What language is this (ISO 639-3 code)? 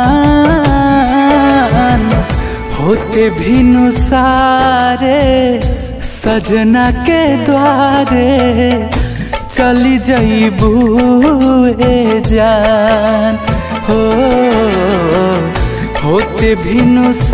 bho